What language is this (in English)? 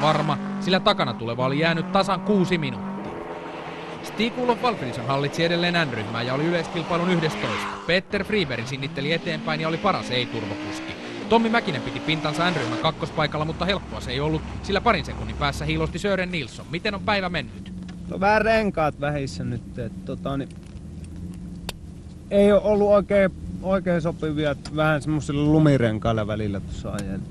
Finnish